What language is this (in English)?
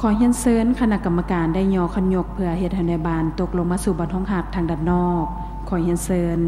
Lao